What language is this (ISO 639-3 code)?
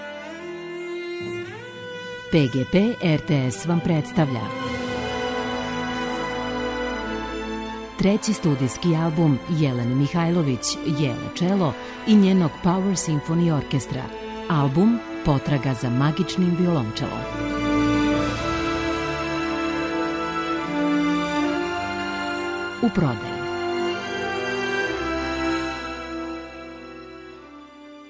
srp